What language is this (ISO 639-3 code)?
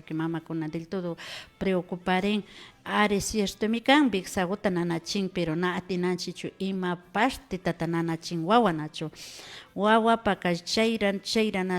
qvi